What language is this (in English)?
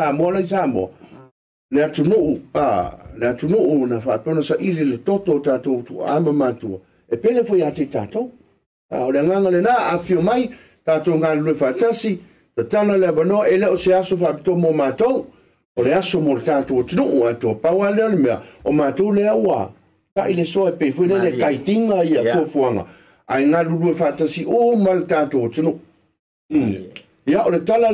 Samoan